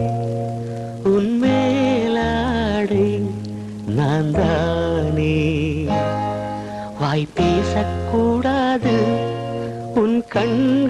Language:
Tamil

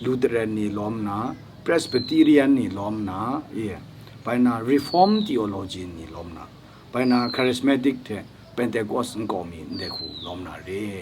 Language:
Kachin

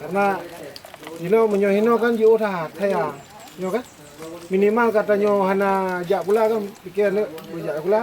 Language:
Achinese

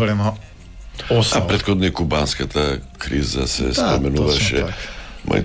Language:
Macedonian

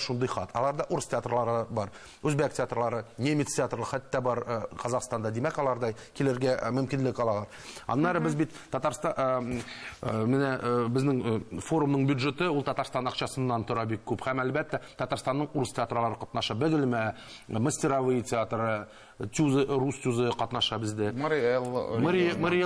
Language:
Tatar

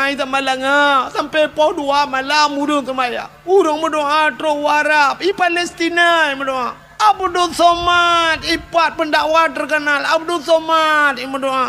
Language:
Achinese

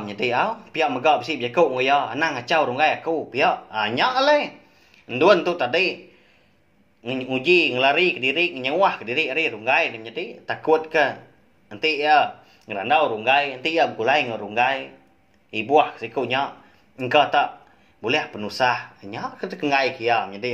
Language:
Iban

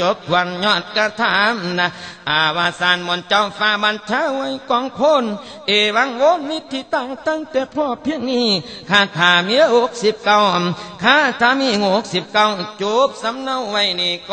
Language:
Thai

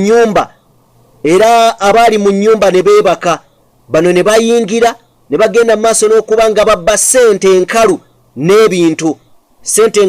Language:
Ganda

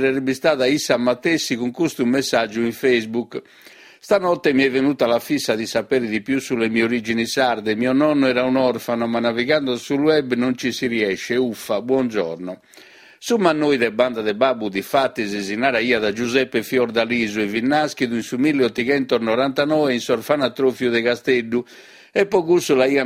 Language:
Sardinian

